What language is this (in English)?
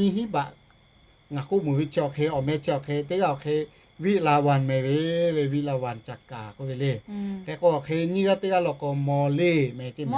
Lahu